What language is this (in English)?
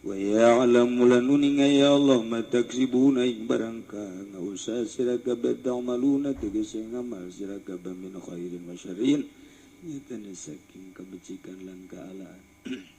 Sundanese